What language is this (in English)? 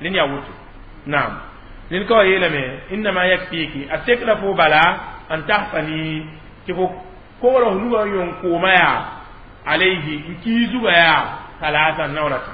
Mossi